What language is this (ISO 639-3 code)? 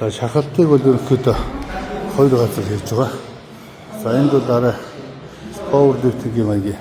mon